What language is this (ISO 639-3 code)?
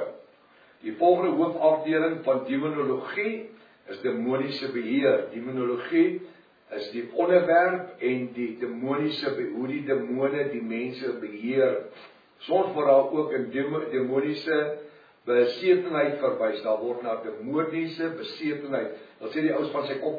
afr